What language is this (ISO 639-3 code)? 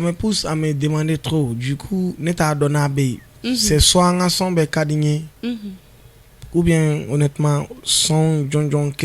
bam